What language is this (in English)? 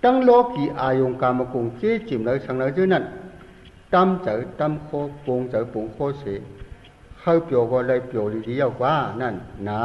Shan